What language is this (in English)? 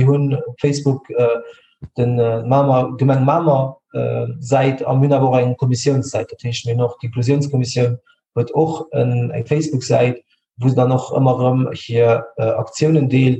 Luxembourgish